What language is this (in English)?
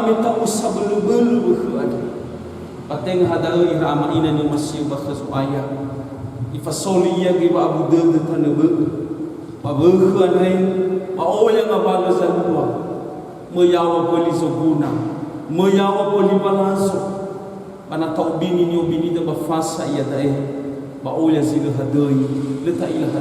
Nias